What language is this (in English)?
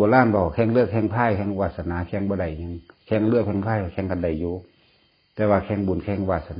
Northeastern Thai